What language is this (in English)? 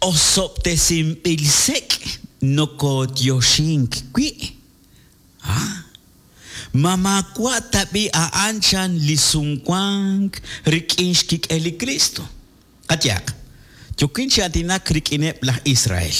Kekchí